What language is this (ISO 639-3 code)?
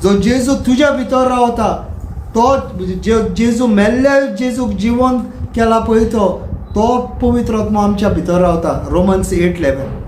kok